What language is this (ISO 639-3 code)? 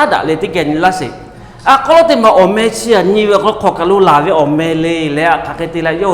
lhu